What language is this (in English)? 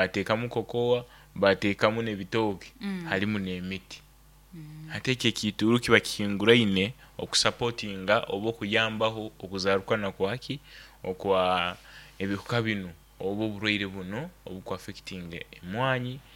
Nyoro